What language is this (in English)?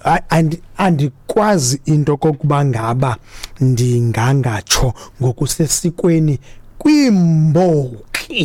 Xhosa